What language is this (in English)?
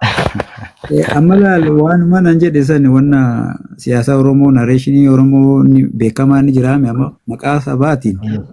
Oromo